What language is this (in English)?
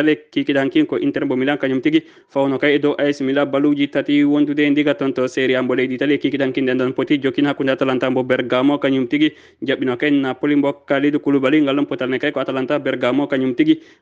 Fula